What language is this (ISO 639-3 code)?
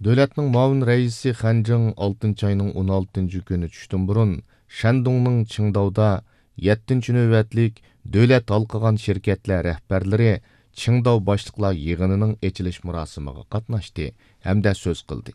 uig